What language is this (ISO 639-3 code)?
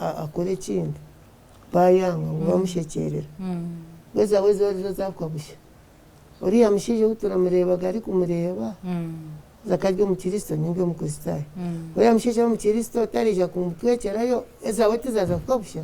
nyn